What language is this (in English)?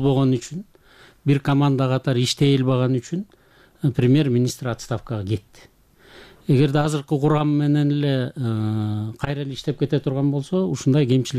Kyrgyz